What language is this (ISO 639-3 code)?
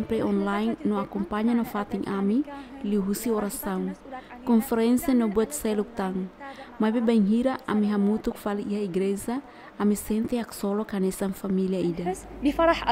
tet